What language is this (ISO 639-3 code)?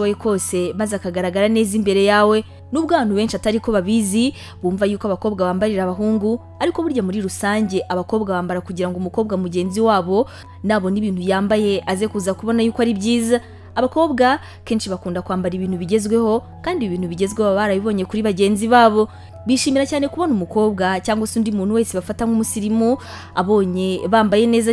kin